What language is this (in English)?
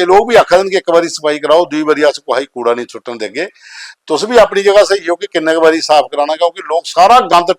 Dogri